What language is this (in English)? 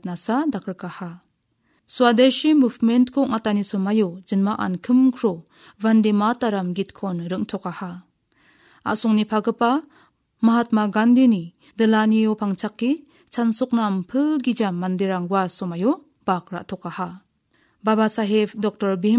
Garo